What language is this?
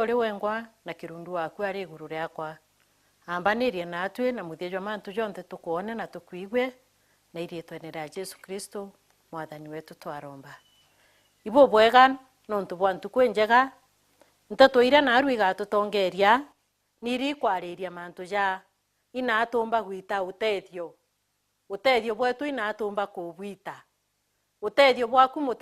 Meru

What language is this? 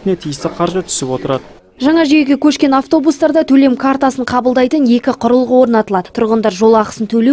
Kazakh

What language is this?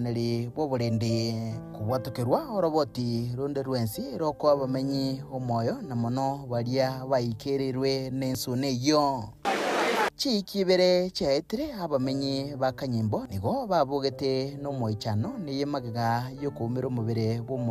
Gusii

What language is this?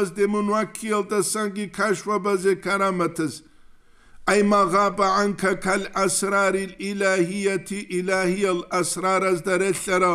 Avaric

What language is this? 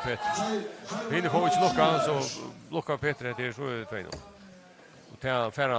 Faroese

